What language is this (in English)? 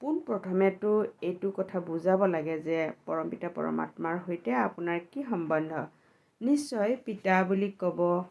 Assamese